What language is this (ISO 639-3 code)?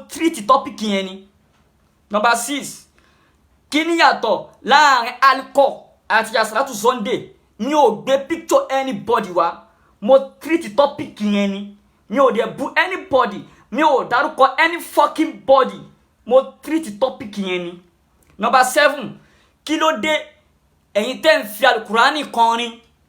yor